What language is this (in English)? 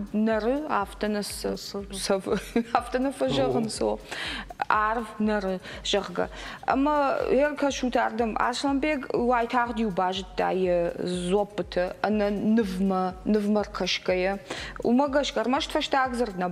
Ossetic